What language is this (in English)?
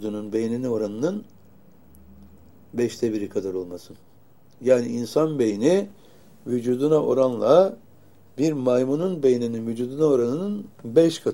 Turkish